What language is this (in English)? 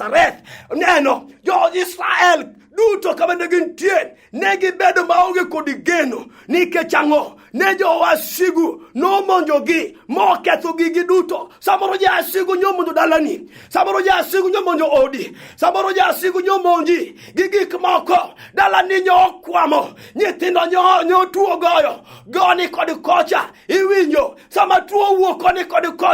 Luo (Kenya and Tanzania)